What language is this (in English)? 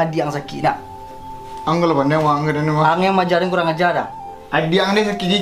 Minangkabau